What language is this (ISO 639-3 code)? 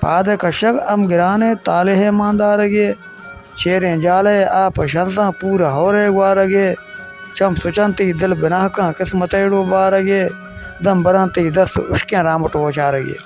bal